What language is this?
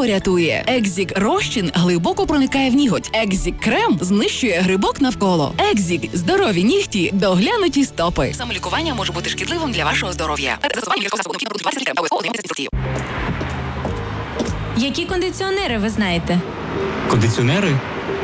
Ukrainian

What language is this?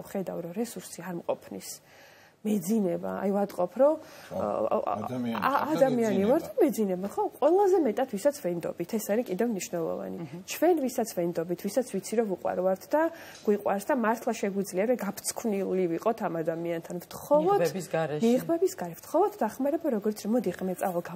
Georgian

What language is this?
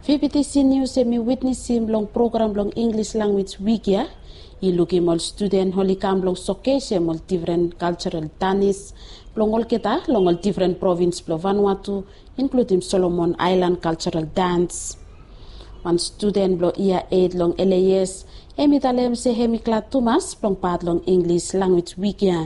Bislama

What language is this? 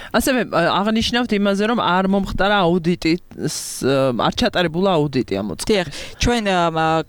Georgian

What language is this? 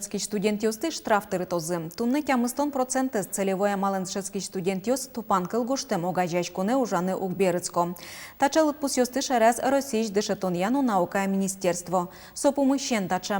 Udmurt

